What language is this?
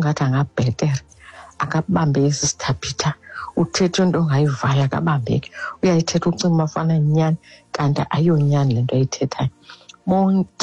Xhosa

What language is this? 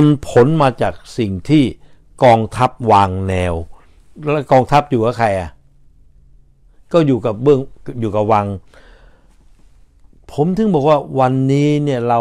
Thai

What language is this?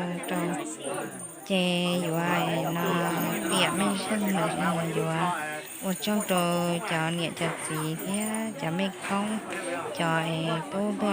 Hmong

